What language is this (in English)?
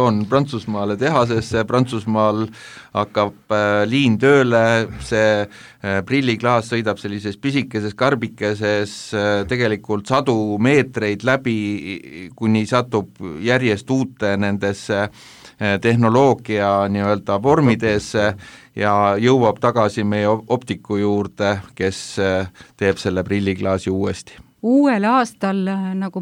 Estonian